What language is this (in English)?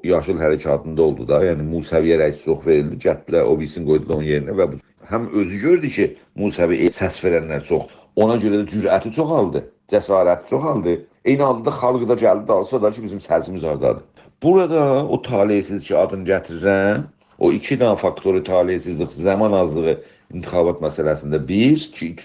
South Azerbaijani